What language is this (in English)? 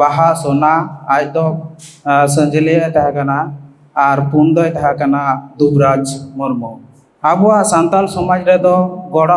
Santali